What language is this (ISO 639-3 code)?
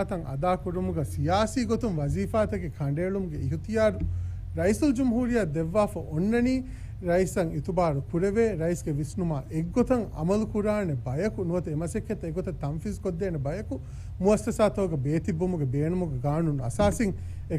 div